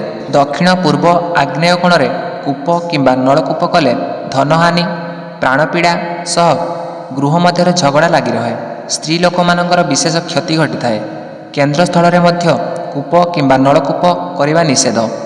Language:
Odia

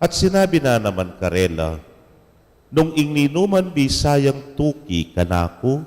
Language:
Pampanga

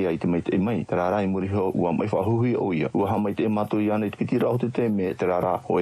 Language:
Tahitian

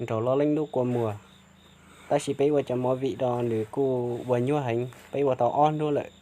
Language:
Hmong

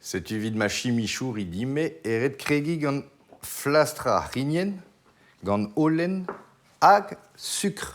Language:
Breton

